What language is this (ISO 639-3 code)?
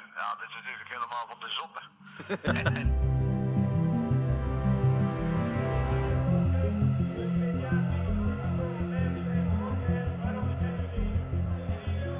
nld